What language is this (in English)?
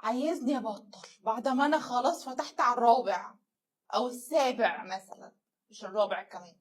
Egyptian Arabic